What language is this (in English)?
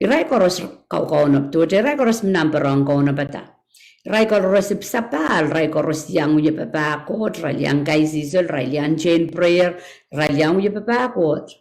Pohnpeian